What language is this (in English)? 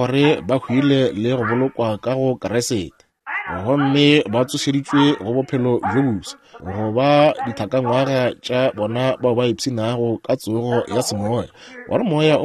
Northern Sotho